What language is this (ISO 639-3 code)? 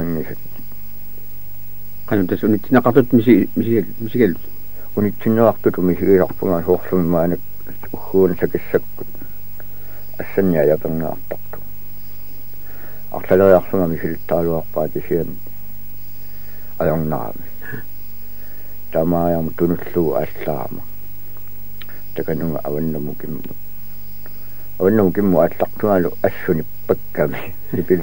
kal